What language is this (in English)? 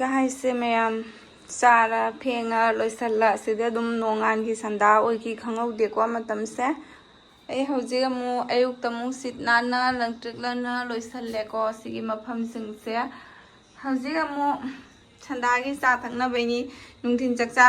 Manipuri